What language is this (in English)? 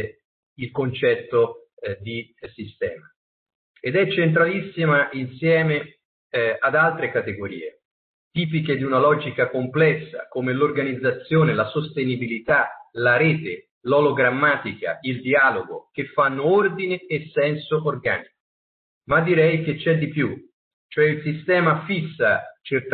Italian